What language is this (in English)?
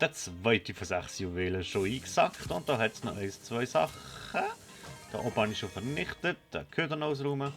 Swiss German